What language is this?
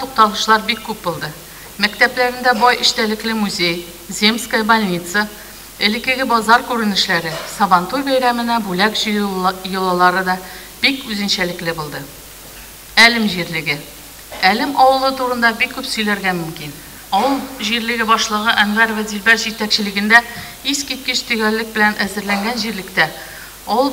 Tatar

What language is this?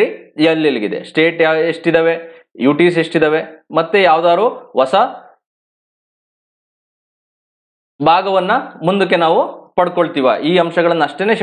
Kannada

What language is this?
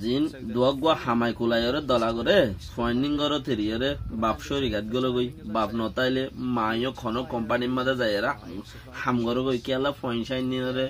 Rohingya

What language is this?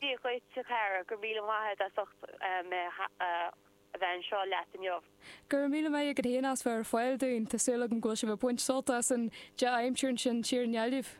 Irish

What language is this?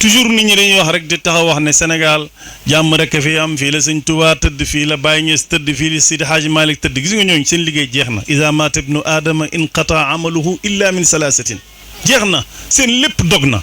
Wolof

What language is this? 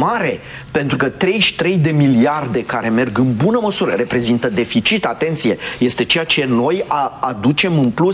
Romanian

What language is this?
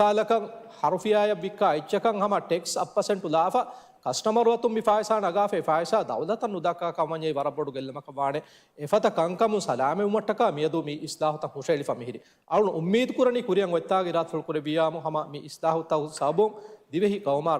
Divehi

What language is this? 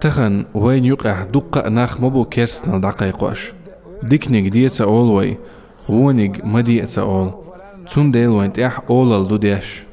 Chechen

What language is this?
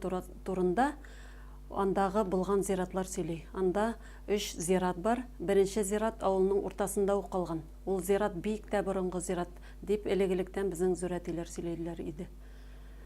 Bashkir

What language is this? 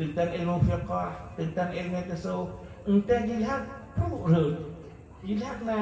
Achinese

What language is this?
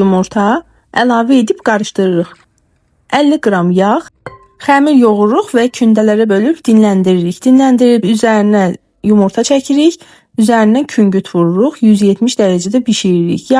Azerbaijani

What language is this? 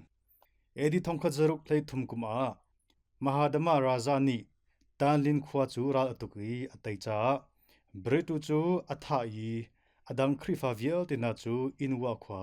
Hakha Chin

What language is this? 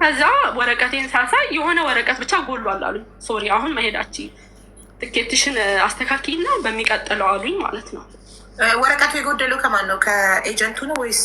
Amharic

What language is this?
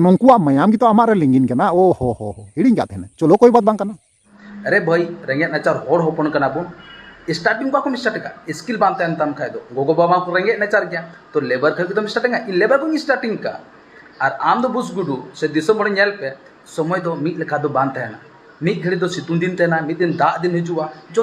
Santali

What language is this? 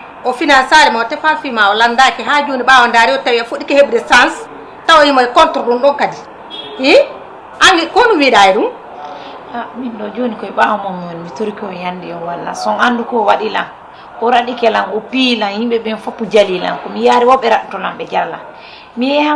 Fula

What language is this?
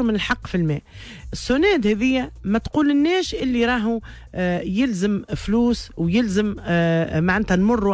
Tunisian Arabic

